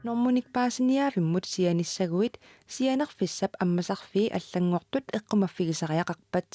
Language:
Kalaallisut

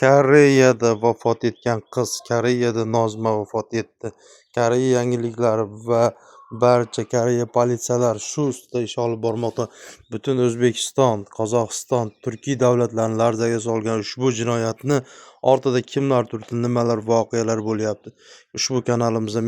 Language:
Uzbek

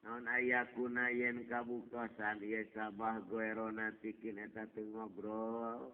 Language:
Sundanese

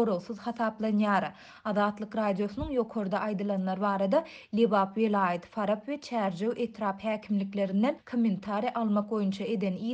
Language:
Turkmen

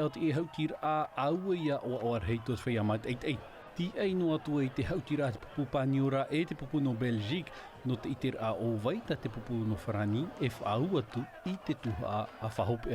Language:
Tahitian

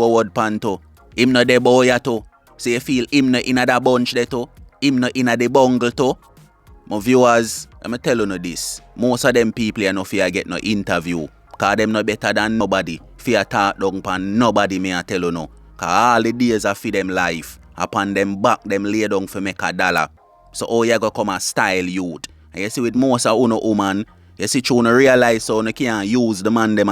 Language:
Jamaican Creole English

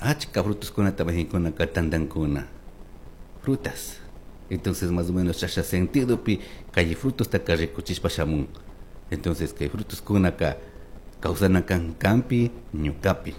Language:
Chimborazo Highland Quichua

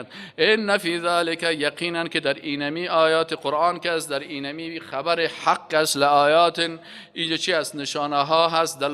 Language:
Persian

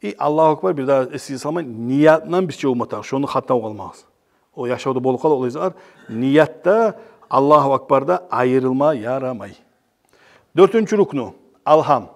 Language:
Kumyk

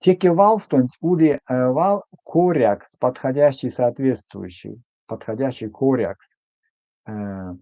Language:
Erzya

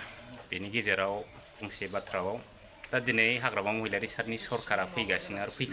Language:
Bodo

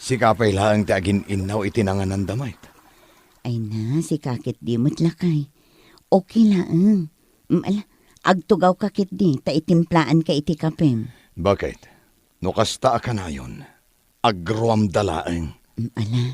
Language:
Iloko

